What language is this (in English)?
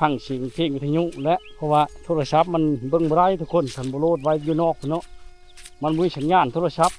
Lao